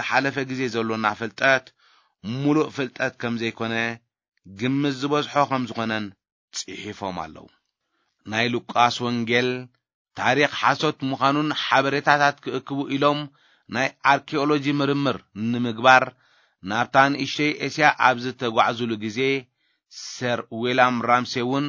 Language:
Tigrinya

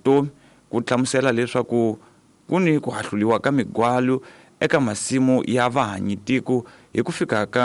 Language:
Tsonga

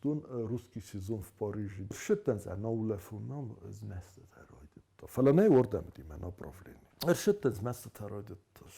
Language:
Ossetic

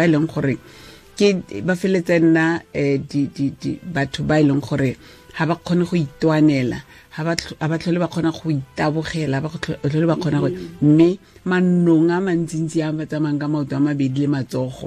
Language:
Tswana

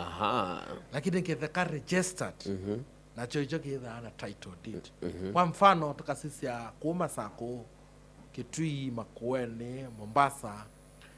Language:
Kamba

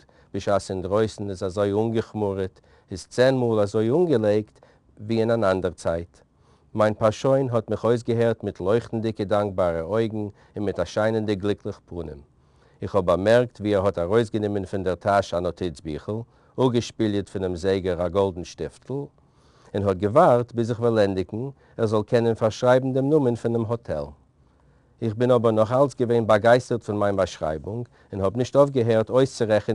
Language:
Yiddish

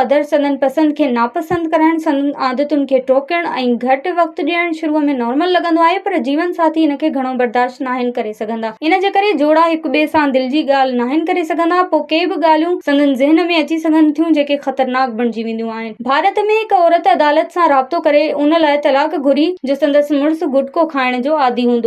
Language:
Sindhi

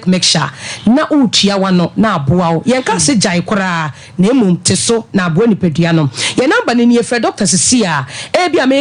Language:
Akan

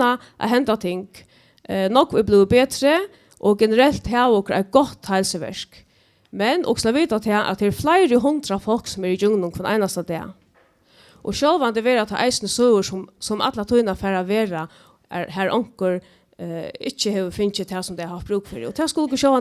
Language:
Faroese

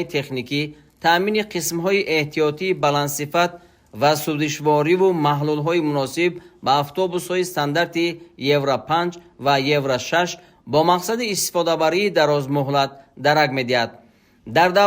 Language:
Tajik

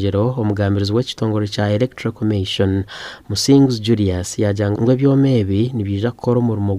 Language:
Nyankole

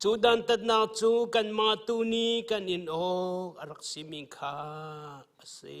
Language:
Hakha Chin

